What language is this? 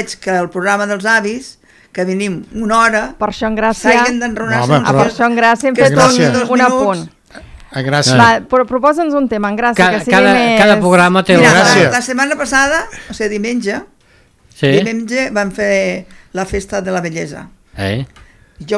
Catalan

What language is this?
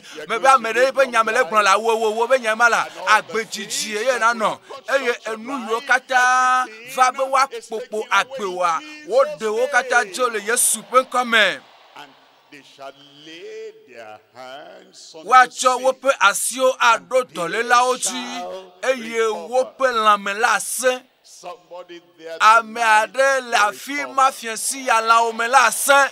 Ewe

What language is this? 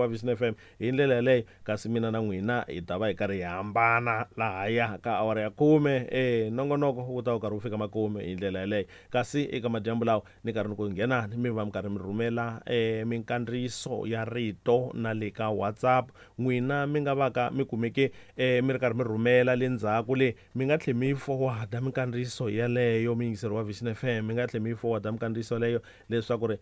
Tsonga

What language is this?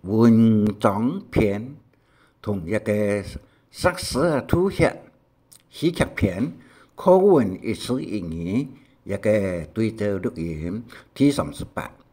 Hakka Chinese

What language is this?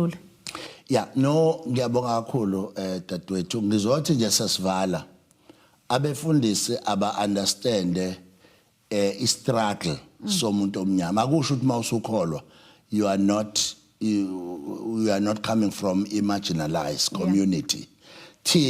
Zulu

